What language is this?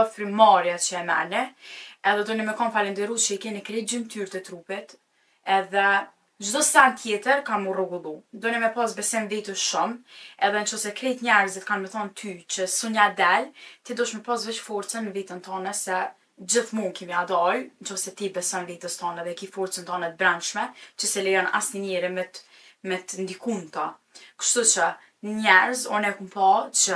Albanian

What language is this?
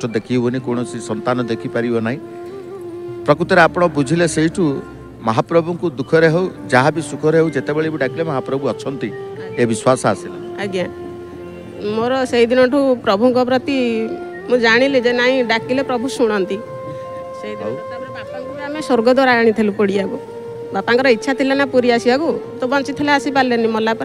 Odia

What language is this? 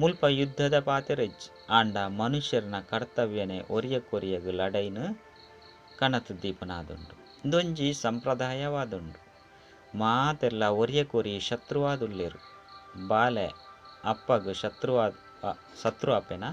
Tulu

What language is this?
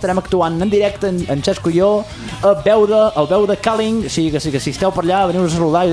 Catalan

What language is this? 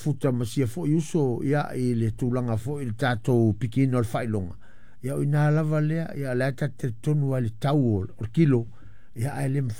Samoan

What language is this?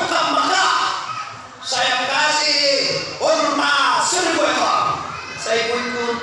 Minangkabau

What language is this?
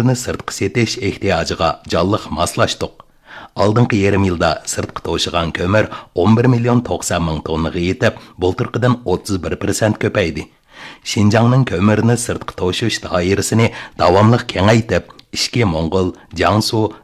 Uyghur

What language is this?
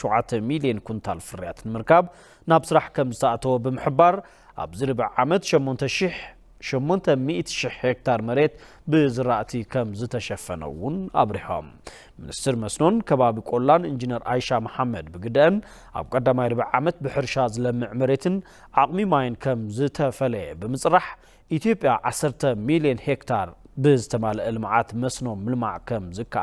Tigrinya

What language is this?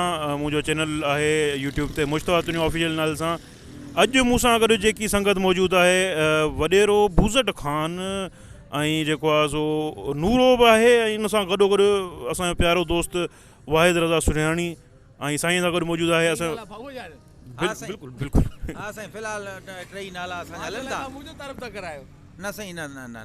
Sindhi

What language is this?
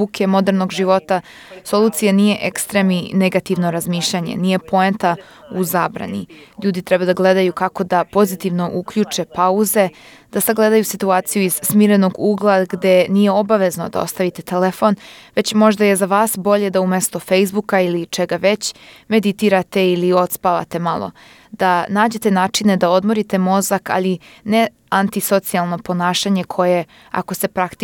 Serbian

